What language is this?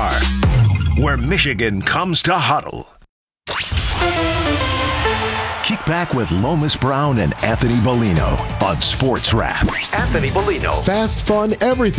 English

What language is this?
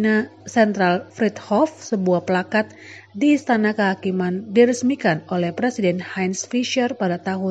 Indonesian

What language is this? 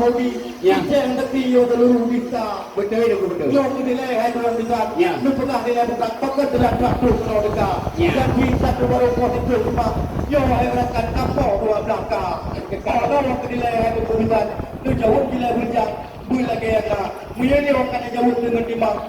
Achinese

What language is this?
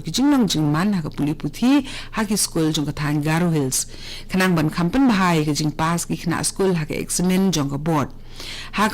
Khasi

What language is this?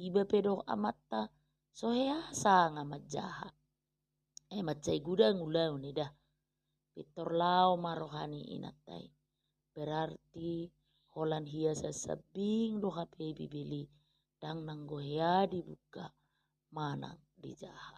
Batak Toba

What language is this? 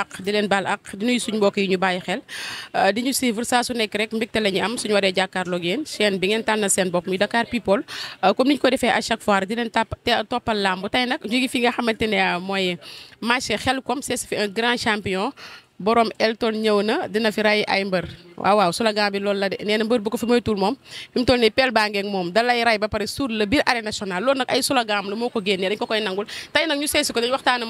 Wolof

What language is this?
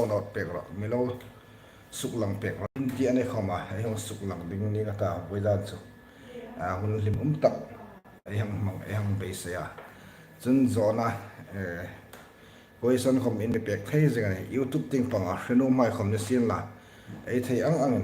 Hmar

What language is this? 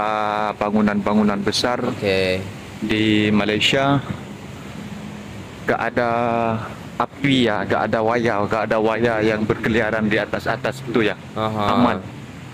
Indonesian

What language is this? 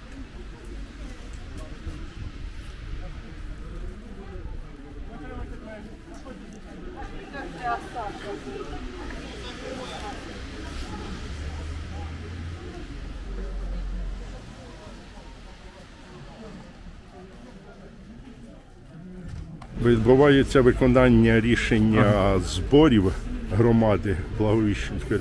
Ukrainian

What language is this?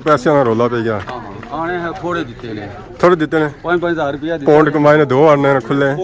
Pahari-Potwari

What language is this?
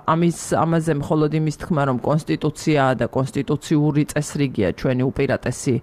Georgian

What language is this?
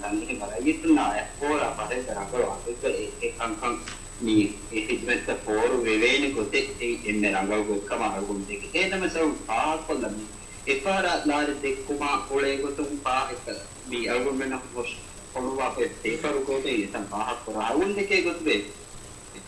Divehi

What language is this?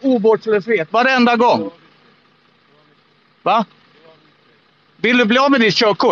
Swedish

